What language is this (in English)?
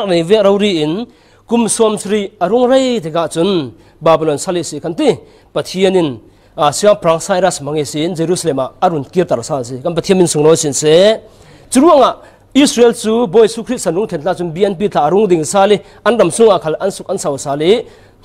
Falam Chin